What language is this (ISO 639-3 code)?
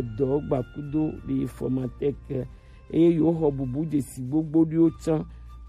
gej